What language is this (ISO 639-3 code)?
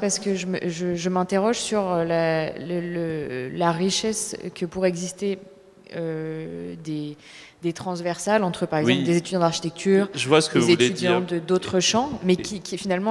fra